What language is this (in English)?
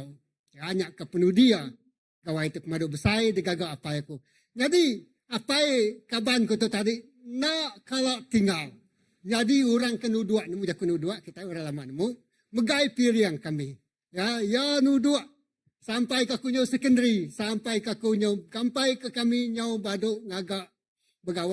Iban